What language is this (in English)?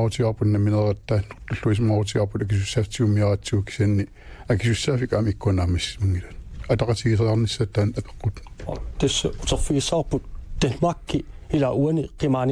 Kalaallisut